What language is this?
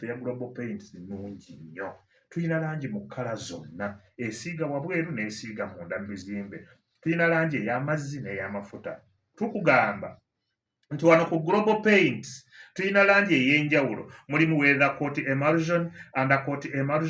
Ganda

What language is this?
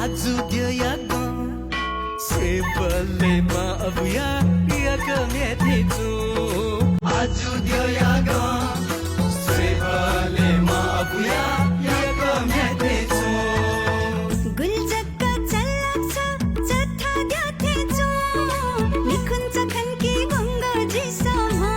Newari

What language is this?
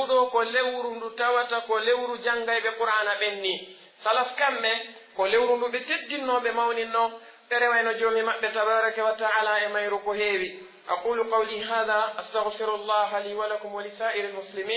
Pular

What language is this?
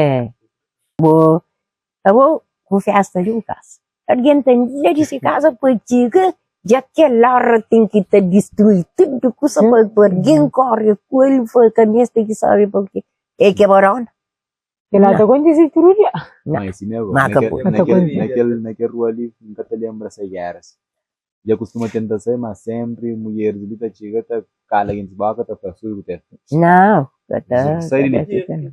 Kabuverdianu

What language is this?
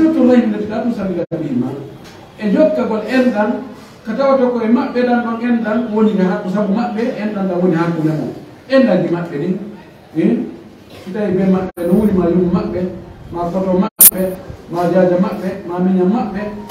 Fula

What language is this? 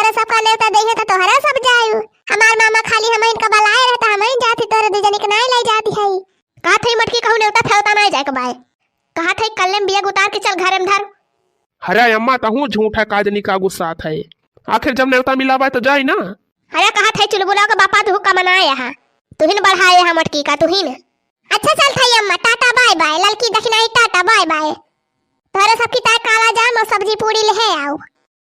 Awadhi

